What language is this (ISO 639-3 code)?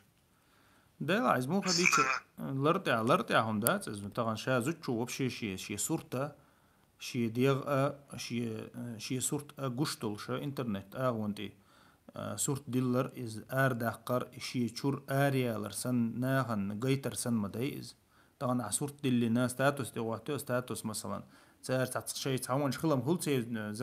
che